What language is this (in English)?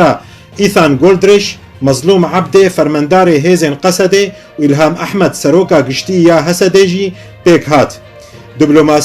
Kurdish